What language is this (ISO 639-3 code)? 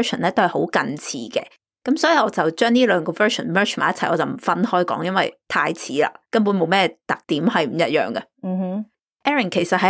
yue